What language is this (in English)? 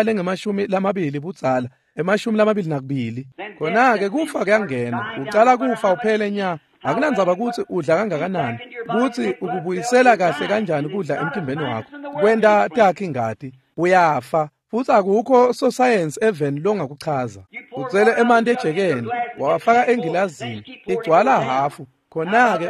Swati